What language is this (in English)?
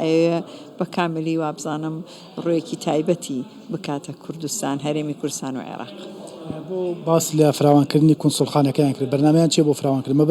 Central Kurdish